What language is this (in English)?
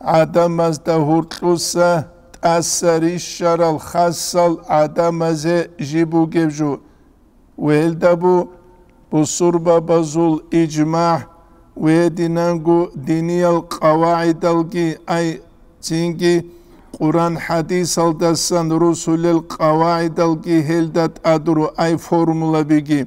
Avaric